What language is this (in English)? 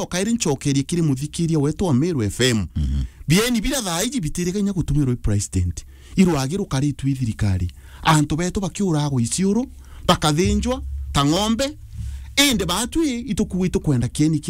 Meru